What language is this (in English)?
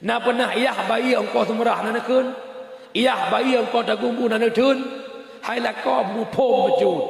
Achinese